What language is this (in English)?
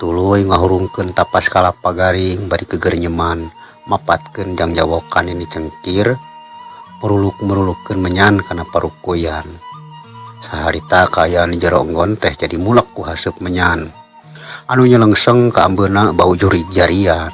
Sundanese